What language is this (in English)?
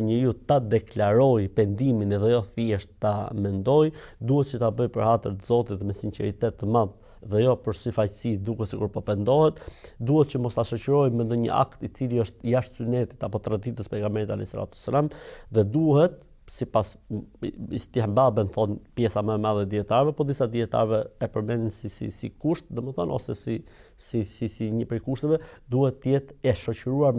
Albanian